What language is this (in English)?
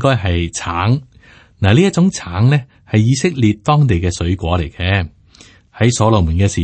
Cantonese